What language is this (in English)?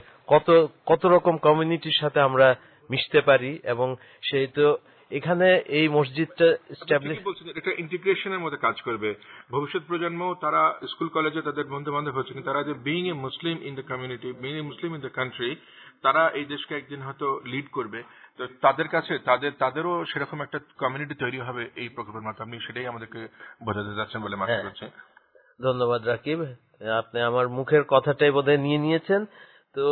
Bangla